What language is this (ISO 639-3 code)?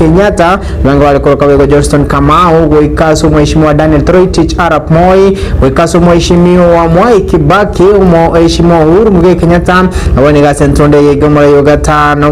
guz